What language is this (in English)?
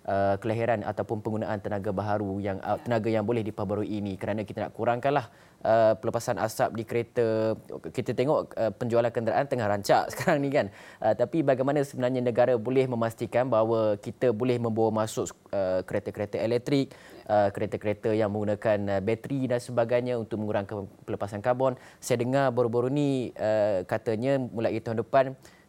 Malay